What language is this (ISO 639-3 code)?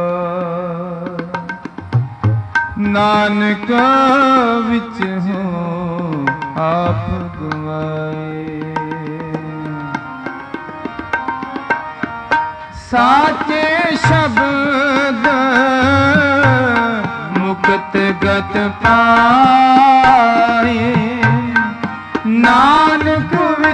pan